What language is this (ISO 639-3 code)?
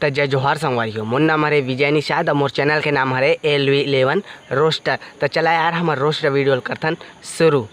hne